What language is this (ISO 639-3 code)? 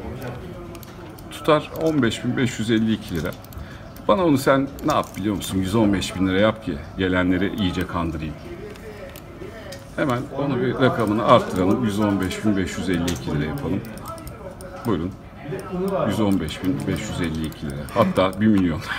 tur